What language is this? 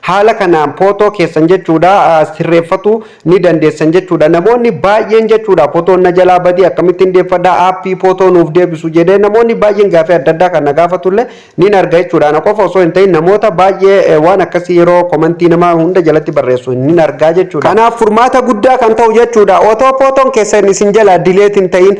Oromo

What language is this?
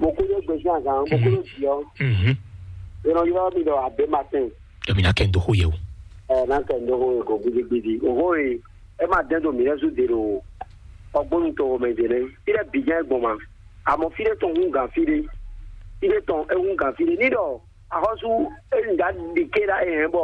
Fon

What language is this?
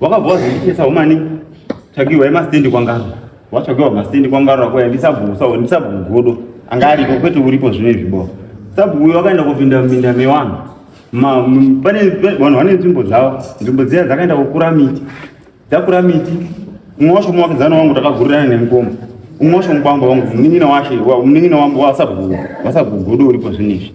Shona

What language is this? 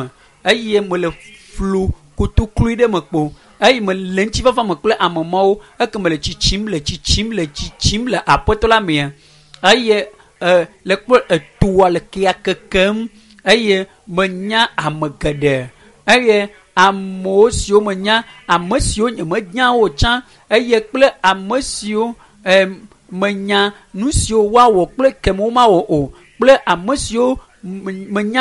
Ewe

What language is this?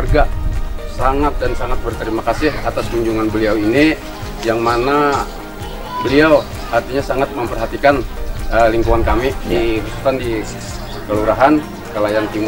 Banjar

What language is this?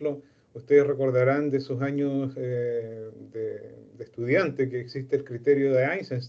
Spanish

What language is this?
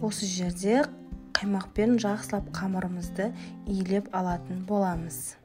Kazakh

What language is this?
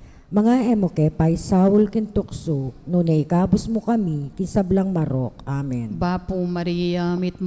Pampanga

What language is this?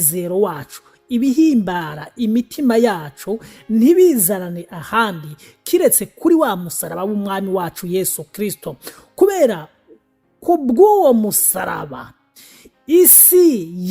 Rundi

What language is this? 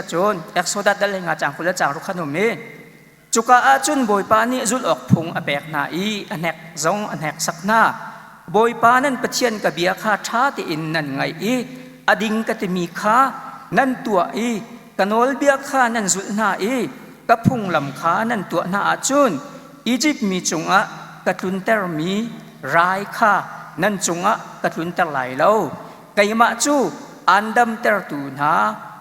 Hakha Chin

